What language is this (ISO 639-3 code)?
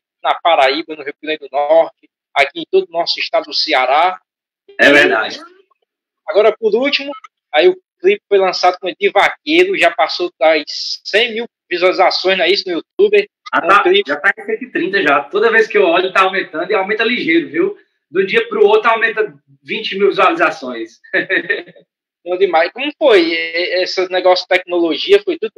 por